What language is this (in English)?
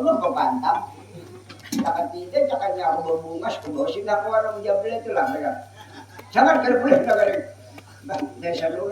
Banjar